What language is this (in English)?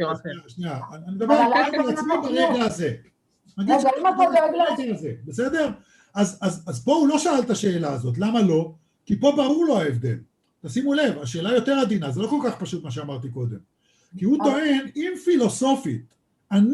Hebrew